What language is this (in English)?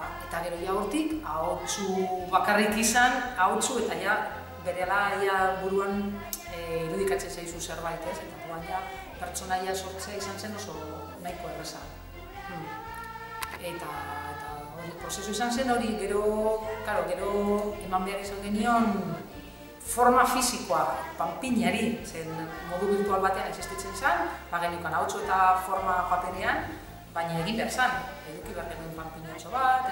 Basque